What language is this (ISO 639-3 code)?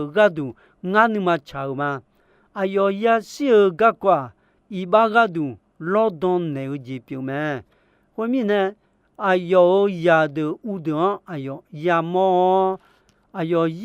ahk